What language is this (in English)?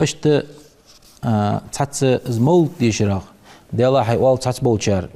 Ingush